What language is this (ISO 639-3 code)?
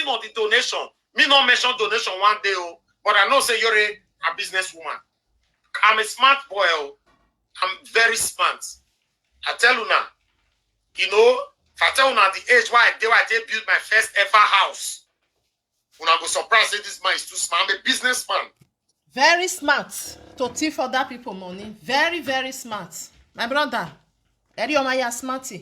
pcm